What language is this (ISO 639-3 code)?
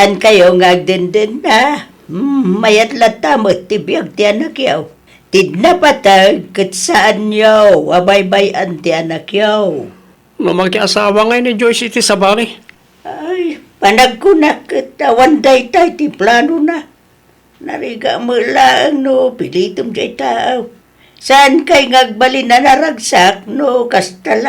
ilo